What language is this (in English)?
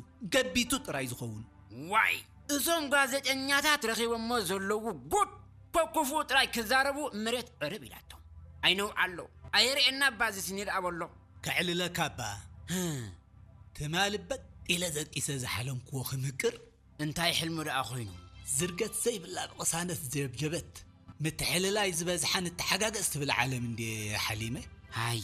Tigrinya